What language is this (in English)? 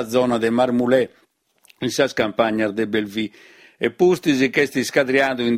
Sardinian